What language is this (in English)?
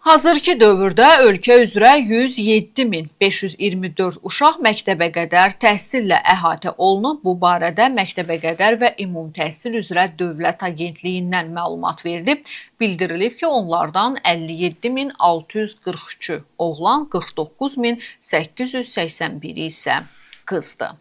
Azerbaijani